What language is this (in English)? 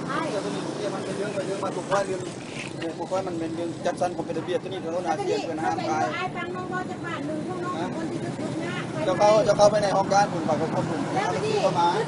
Lao